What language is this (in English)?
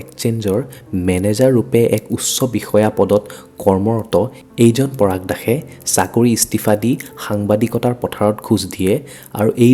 Assamese